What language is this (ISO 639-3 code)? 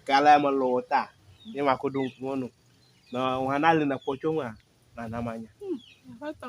ewe